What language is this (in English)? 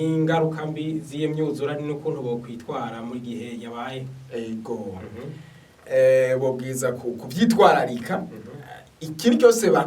Rundi